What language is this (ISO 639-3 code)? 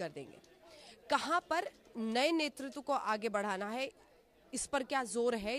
hin